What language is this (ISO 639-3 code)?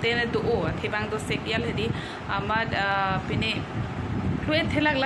mjw